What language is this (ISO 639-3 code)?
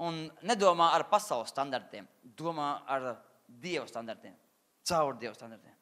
lav